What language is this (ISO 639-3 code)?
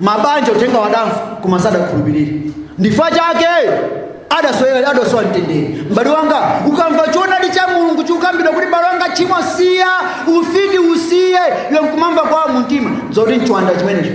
nya